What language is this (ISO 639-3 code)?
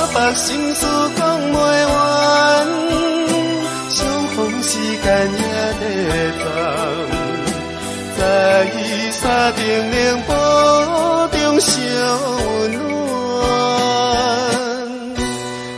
nan